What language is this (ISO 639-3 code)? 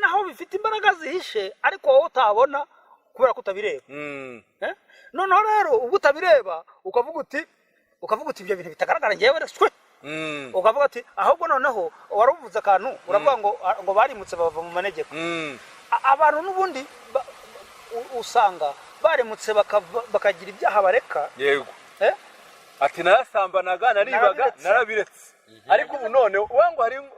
kin